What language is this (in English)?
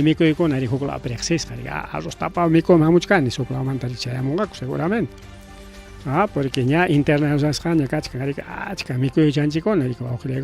Ayacucho Quechua